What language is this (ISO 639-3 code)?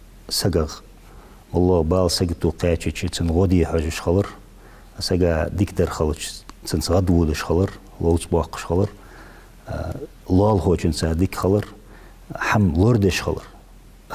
inh